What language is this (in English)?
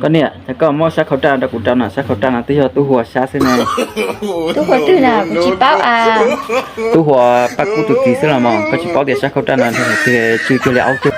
Hmong